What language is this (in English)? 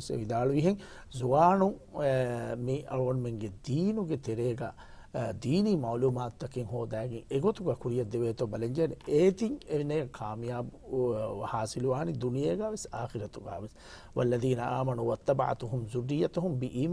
Divehi